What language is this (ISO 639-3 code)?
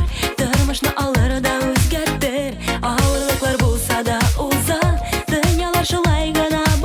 tat